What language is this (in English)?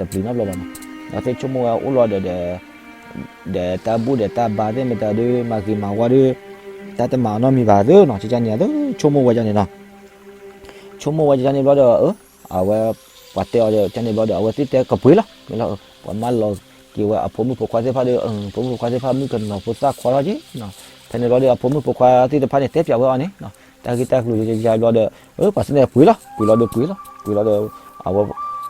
S'gaw Karen